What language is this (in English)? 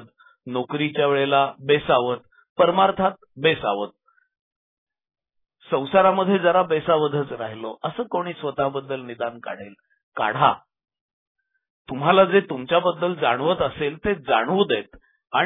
Marathi